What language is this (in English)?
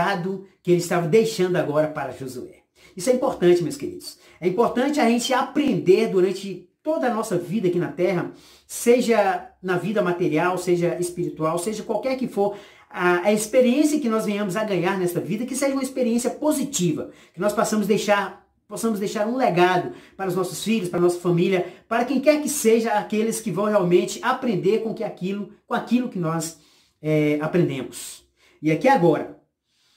Portuguese